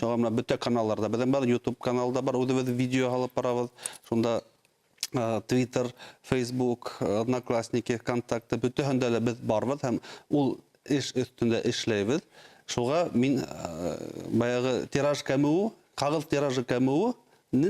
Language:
Bashkir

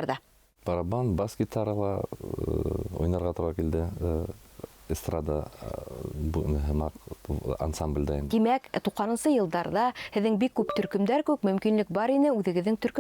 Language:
Bashkir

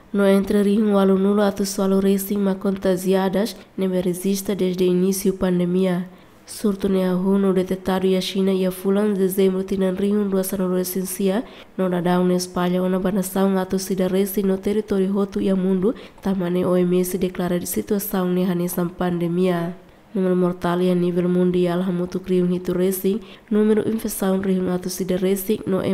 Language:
Tetum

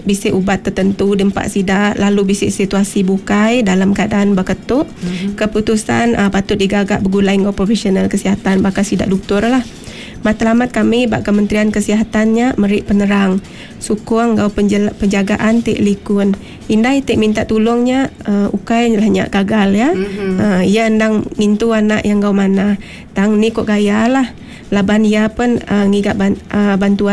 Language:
Iban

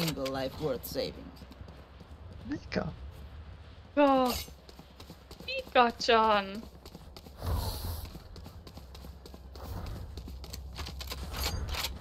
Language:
Finnish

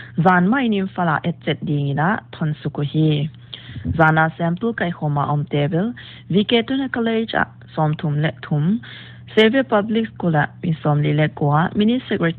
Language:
Paite Chin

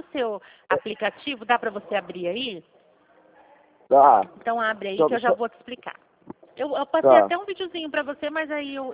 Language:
Portuguese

